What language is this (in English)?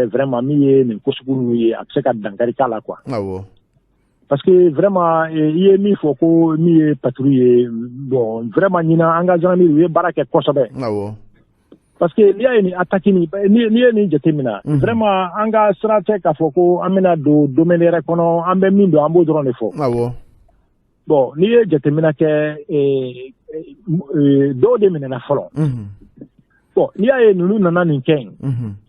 Bambara